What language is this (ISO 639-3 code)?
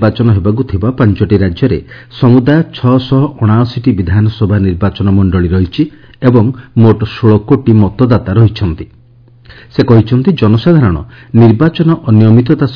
ori